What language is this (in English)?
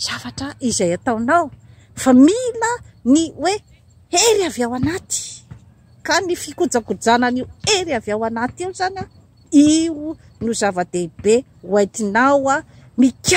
Malagasy